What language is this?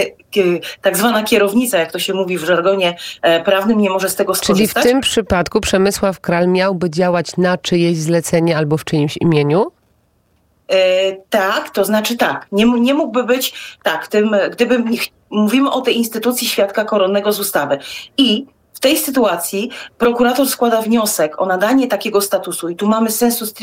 Polish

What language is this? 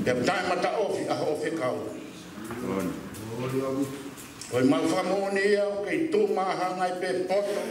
Tongan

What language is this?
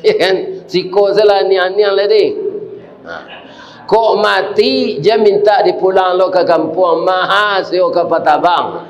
Minangkabau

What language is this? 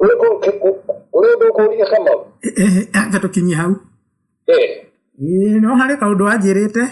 Kikuyu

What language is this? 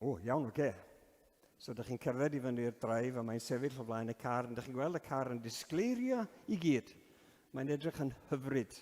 Welsh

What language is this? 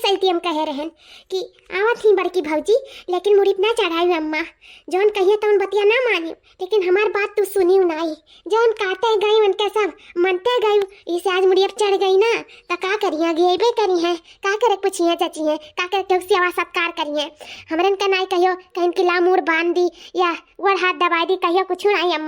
Awadhi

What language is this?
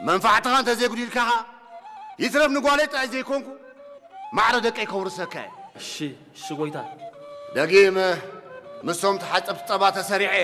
Tigrinya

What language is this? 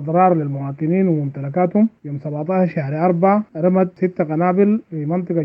Sudanese Arabic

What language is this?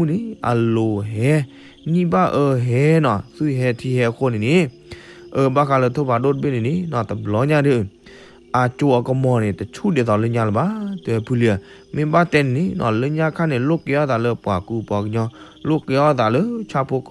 S'gaw Karen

